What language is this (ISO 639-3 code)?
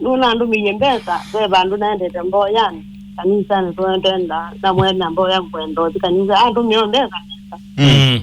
kam